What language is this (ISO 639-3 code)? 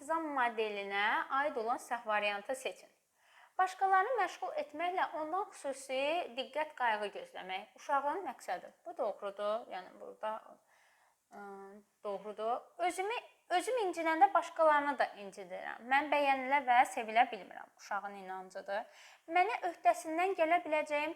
aze